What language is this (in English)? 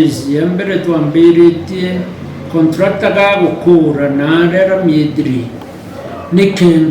Meru